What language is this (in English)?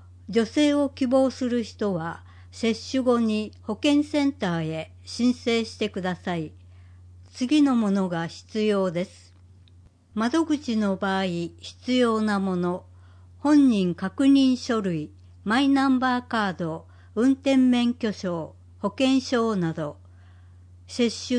Japanese